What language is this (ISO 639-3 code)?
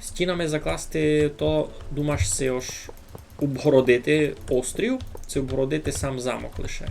rue